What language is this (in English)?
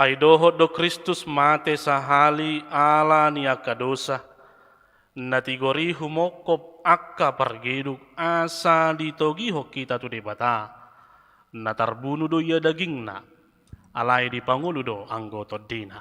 Batak Toba